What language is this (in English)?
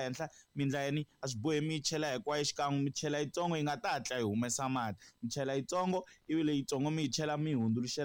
Tsonga